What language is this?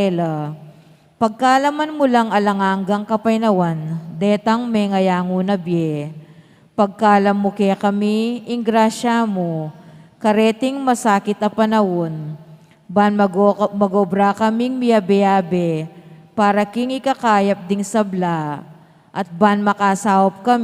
Pampanga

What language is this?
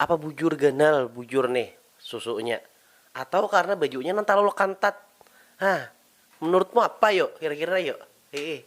Banjar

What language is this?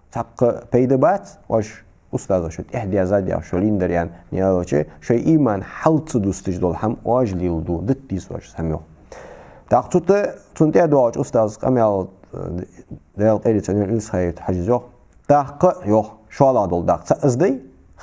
Ingush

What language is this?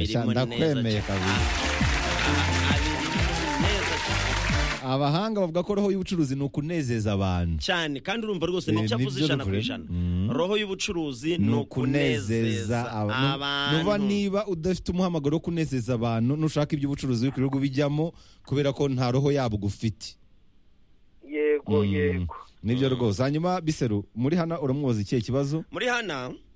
Kinyarwanda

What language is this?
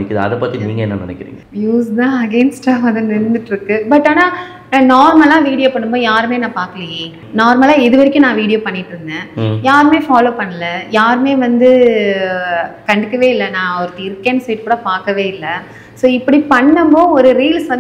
Tamil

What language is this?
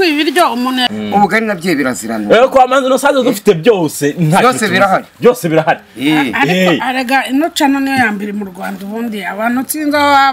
Kinyarwanda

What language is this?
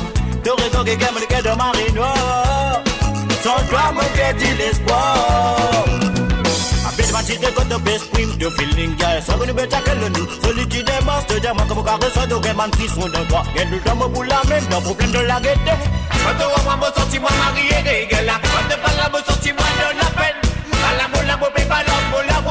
Morisyen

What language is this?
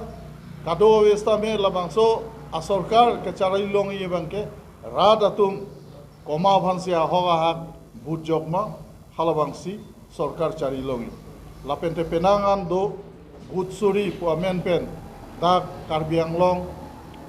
Karbi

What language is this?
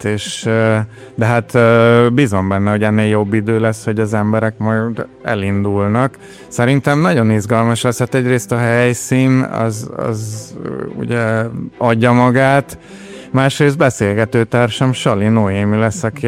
Hungarian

